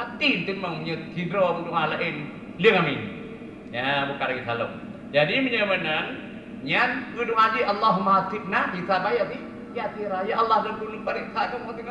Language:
Achinese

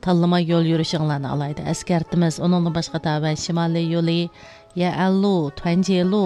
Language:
Uyghur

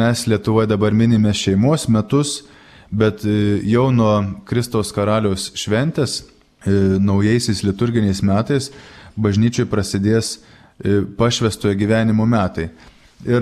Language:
Lithuanian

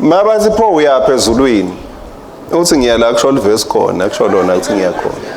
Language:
Swati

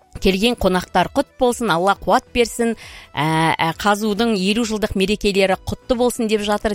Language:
Kazakh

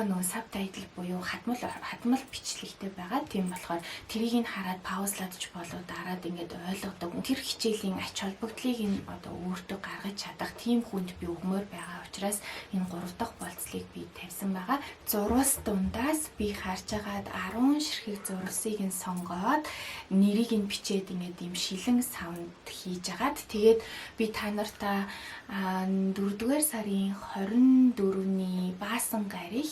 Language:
Mongolian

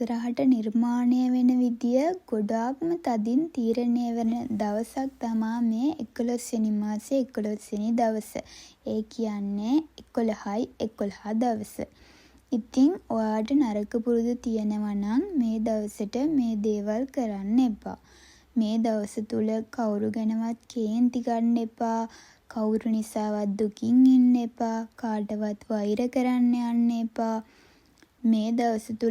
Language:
Sinhala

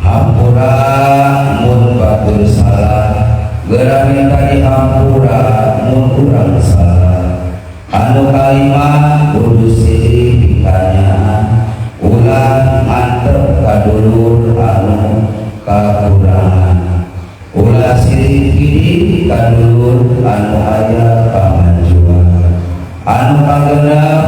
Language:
Sundanese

